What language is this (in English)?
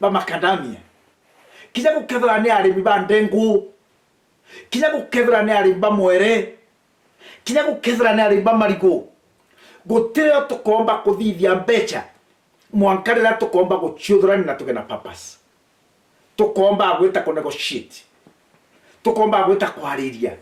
Meru